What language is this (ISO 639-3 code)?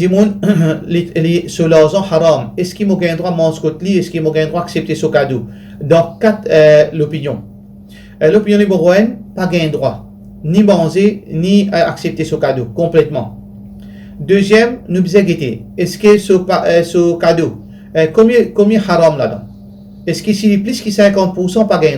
mfe